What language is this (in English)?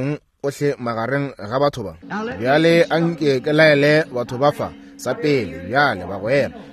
Northern Sotho